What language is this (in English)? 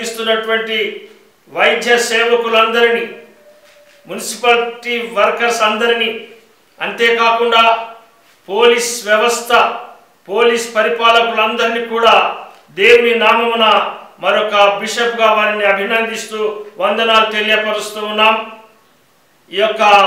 Telugu